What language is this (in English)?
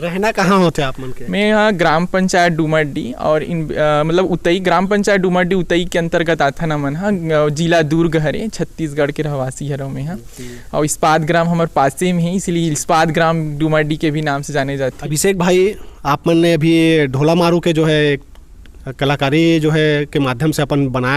Chhattisgarhi